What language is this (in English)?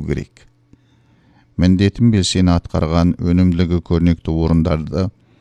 Kazakh